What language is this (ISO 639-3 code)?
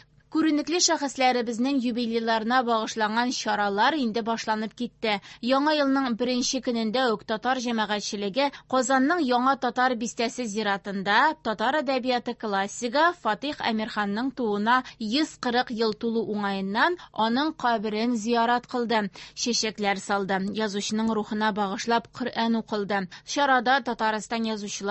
tat